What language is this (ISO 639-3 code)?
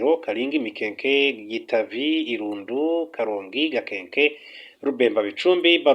kin